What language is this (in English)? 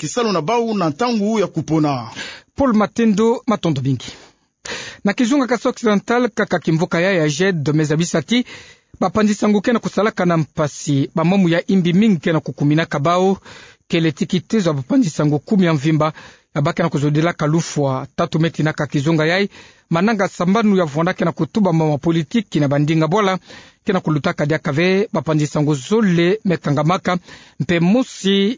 Kituba (Democratic Republic of Congo)